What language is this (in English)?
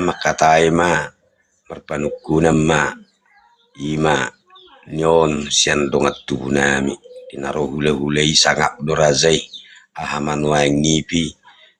Batak Toba